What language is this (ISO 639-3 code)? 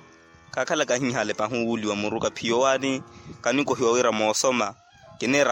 vmw